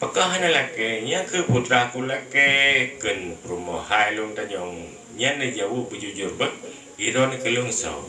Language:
Achinese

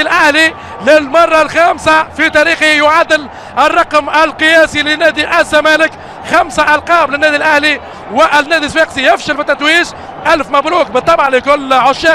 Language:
Egyptian Arabic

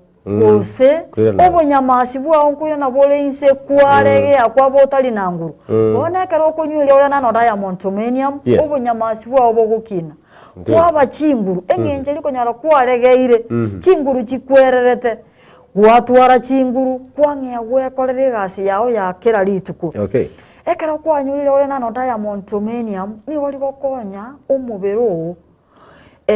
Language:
Gusii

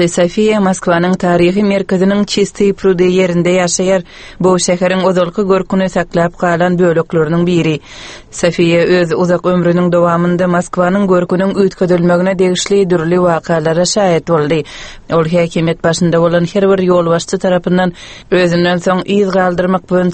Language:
Turkmen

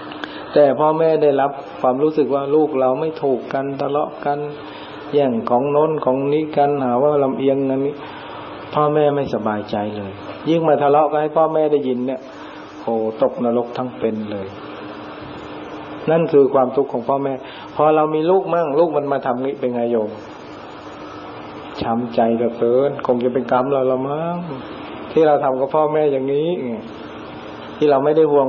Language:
Thai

